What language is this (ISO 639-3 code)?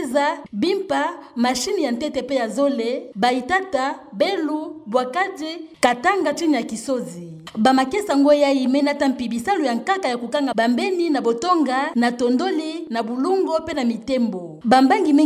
ktu